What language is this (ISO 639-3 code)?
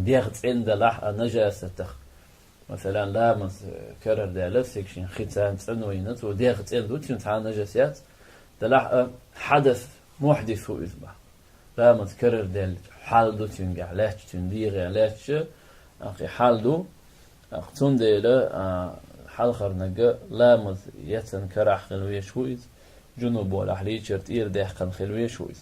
che